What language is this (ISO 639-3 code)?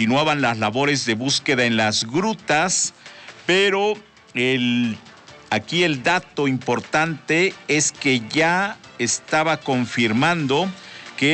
spa